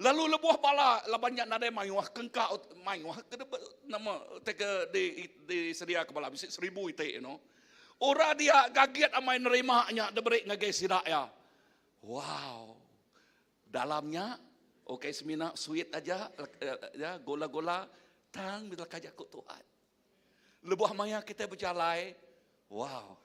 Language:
Iban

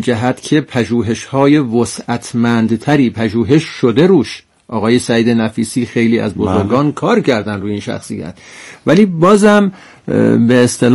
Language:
Persian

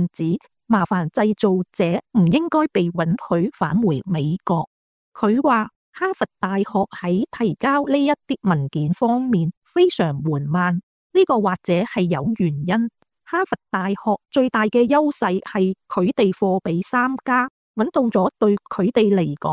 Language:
Cantonese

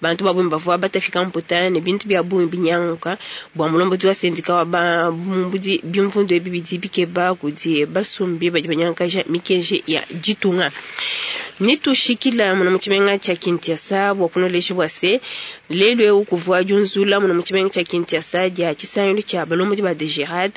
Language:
Luba-Lulua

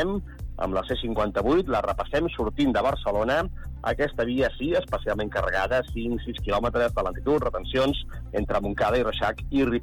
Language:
Catalan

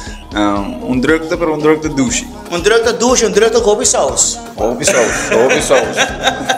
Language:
Papiamento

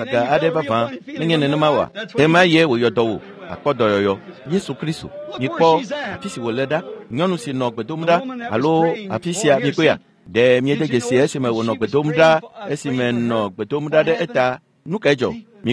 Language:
Ewe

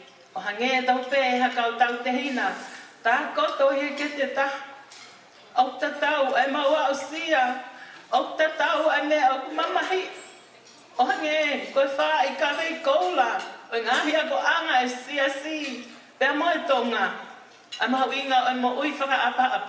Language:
Tongan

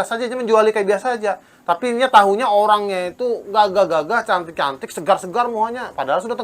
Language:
Banjar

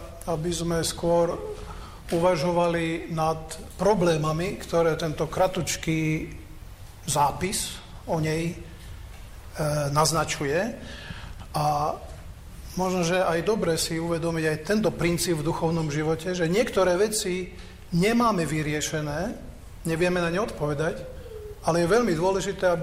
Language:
Slovak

